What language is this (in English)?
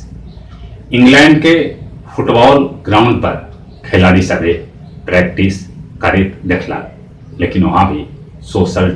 Magahi